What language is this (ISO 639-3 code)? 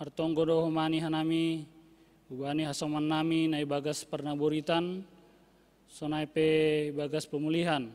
bts